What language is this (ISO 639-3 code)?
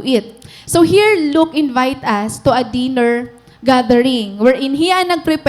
war